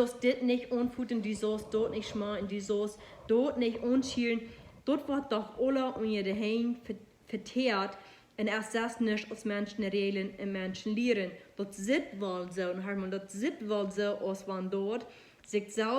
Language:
Plautdietsch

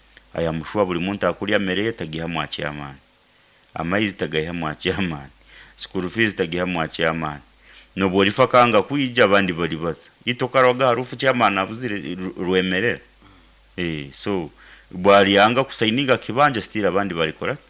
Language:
Nyoro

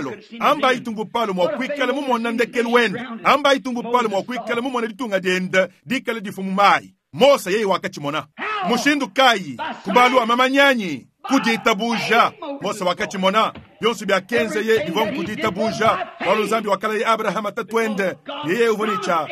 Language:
Luba-Lulua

